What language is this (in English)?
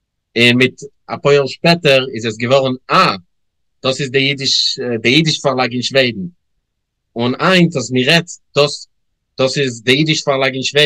Yiddish